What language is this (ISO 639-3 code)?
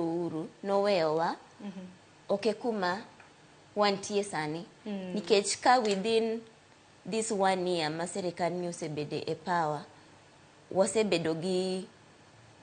luo